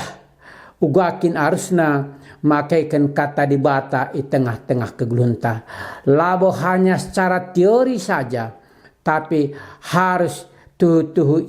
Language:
Batak Karo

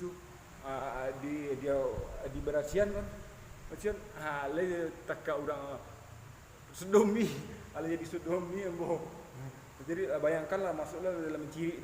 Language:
Minangkabau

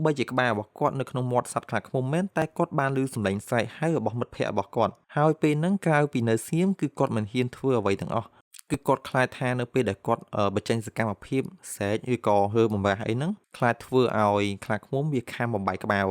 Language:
Khmer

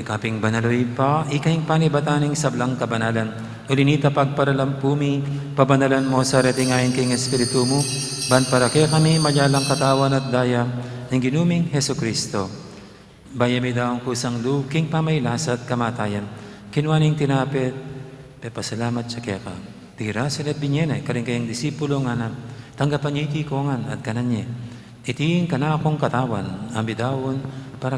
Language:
Pampanga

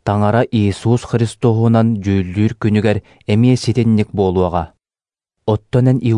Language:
Yakut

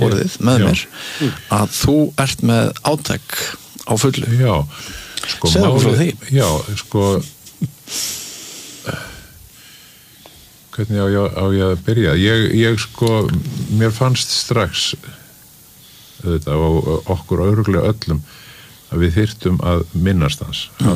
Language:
Icelandic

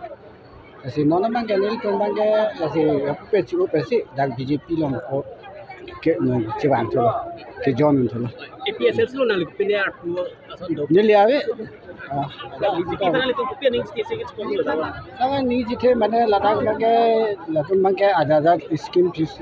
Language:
Karbi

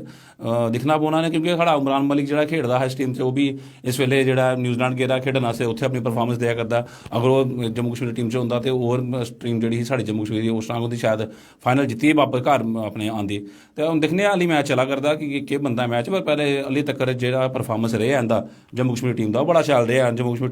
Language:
Dogri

